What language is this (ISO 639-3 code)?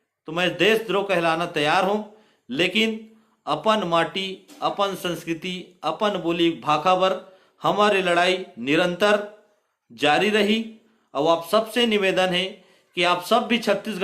hne